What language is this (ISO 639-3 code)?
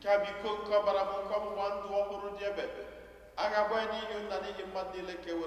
ibo